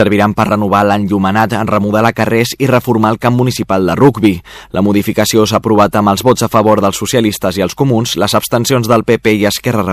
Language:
Catalan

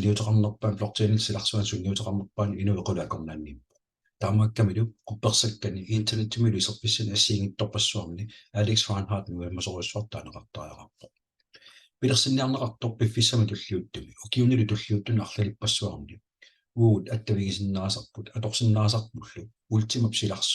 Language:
Kalaallisut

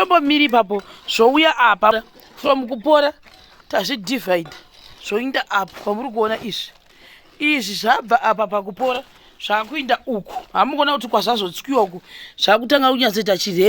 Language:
Shona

